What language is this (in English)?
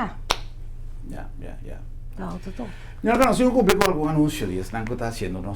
Papiamento